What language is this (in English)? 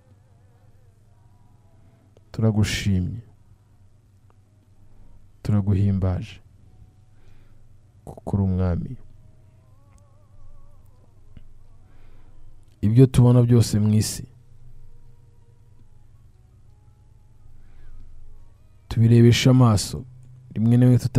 Kinyarwanda